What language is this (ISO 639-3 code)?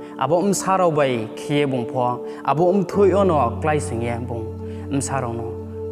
ria